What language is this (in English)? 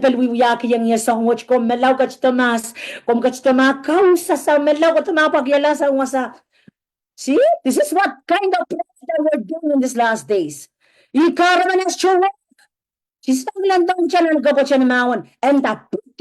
Pohnpeian